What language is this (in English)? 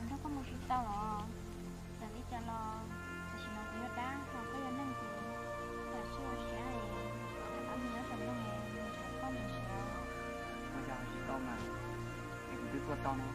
Hmong